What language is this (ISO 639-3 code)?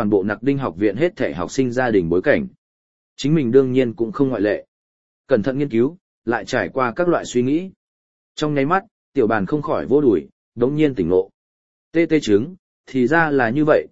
vie